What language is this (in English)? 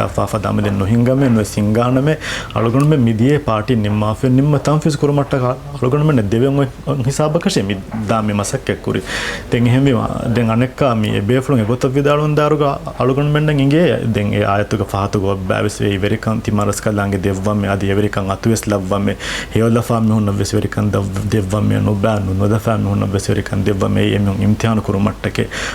Divehi